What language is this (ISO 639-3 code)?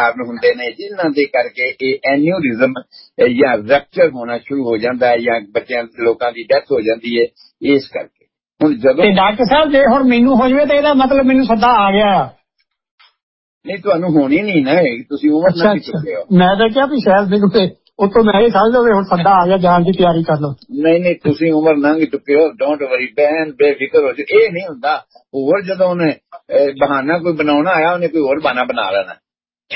pan